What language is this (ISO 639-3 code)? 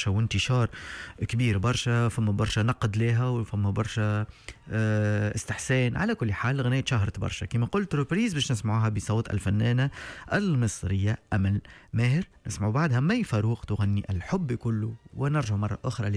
aeb